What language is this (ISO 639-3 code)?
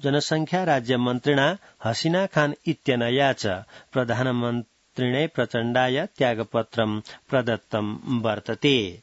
san